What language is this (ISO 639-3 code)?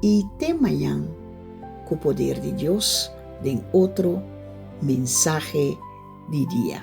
pap